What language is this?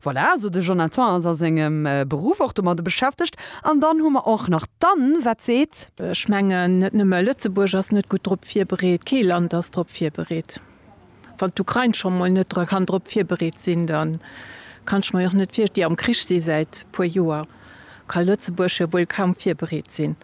Luxembourgish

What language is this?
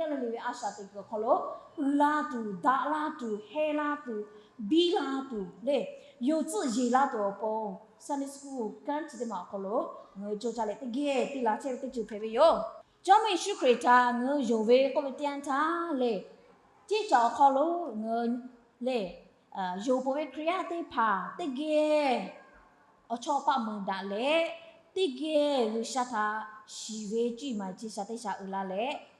Lahu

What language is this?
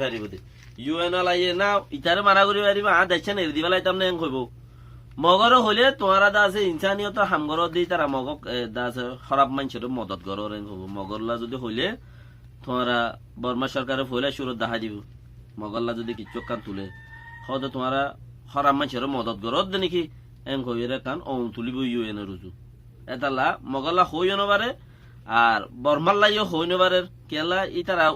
Rohingya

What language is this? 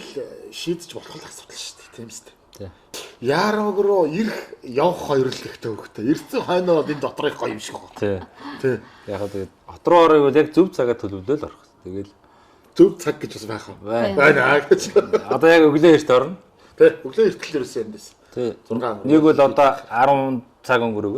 Mongolian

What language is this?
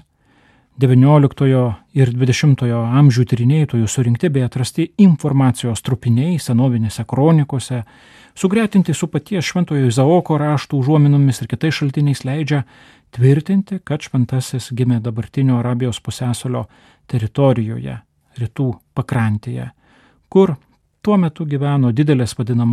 Lithuanian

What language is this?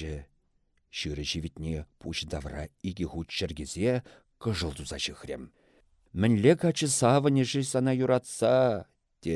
Chuvash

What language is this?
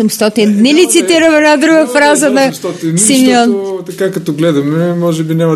Bulgarian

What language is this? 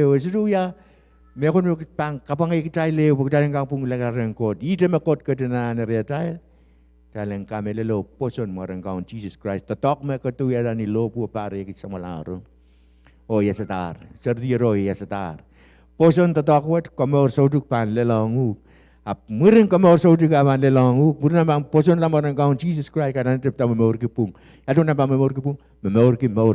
Pohnpeian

